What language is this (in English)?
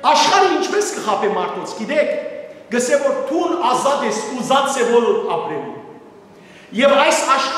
Western Armenian